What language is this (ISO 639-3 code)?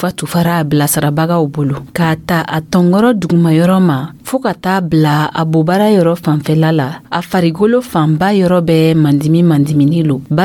dyu